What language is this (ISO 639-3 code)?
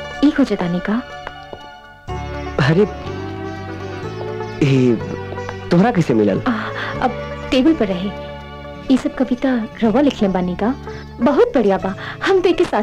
bho